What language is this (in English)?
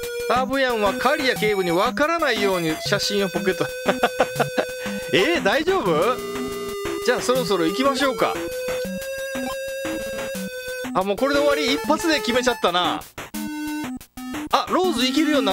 Japanese